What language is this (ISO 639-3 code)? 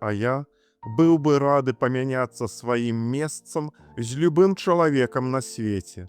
bel